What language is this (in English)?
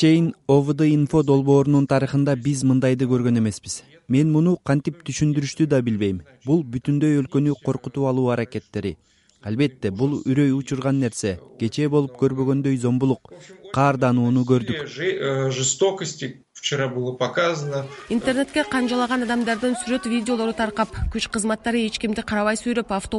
Kyrgyz